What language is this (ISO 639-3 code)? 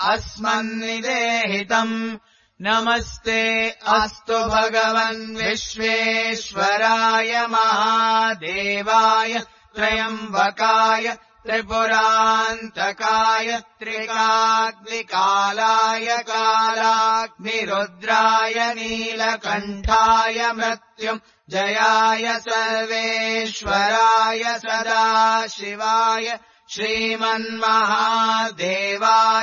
san